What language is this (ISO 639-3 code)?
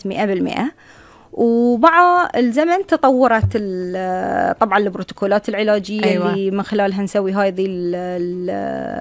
afb